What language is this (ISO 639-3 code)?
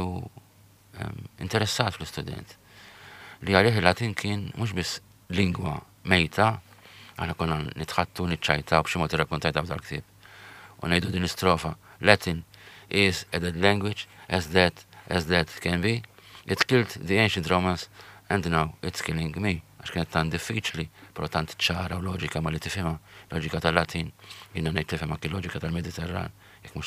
mlt